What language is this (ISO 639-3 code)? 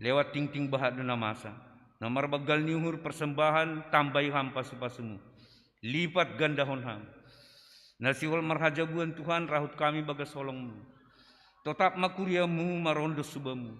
bts